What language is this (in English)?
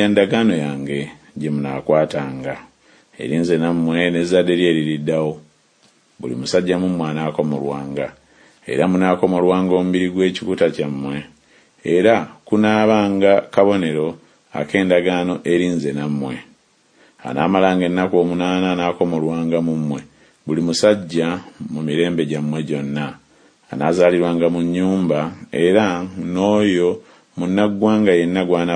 Ganda